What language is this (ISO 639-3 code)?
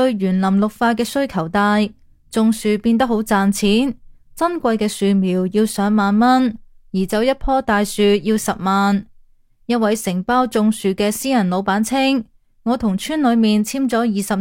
yue